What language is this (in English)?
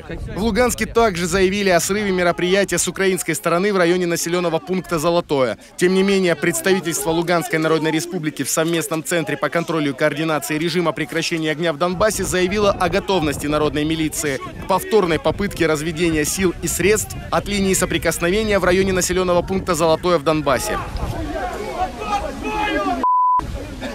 Russian